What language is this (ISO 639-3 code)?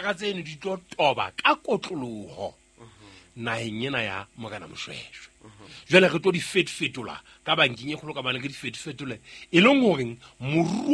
sot